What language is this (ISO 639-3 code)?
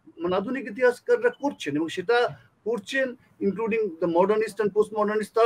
ben